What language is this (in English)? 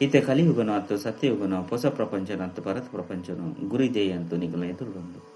Tulu